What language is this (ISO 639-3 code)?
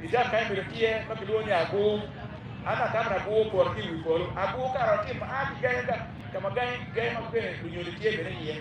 ach